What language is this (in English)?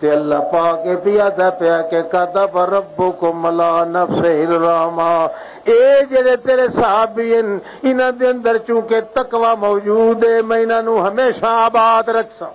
Western Panjabi